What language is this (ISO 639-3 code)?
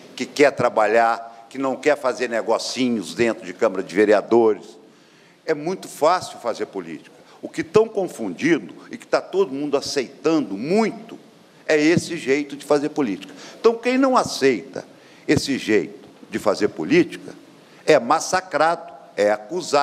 por